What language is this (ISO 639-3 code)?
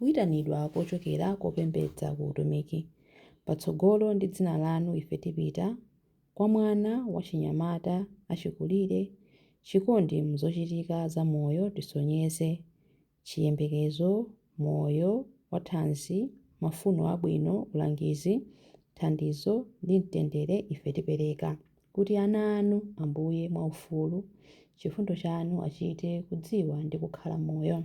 nya